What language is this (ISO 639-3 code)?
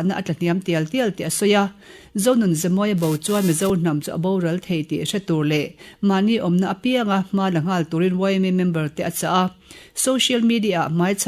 lus